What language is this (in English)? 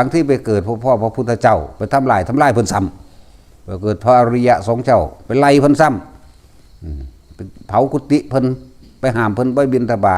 Northeastern Thai